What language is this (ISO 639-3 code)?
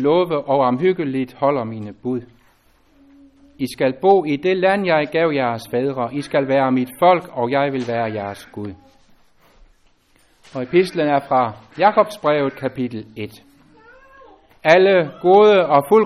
dan